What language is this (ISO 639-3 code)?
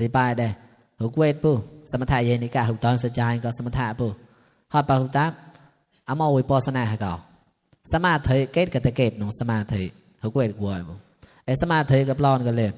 mnw